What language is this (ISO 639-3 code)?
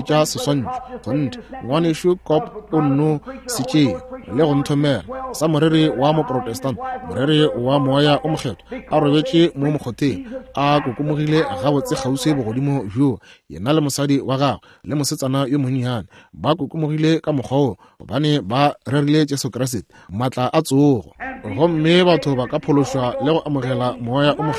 nso